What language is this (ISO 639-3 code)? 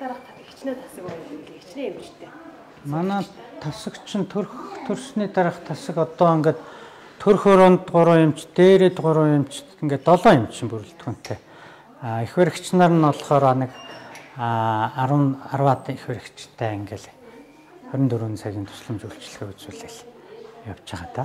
mon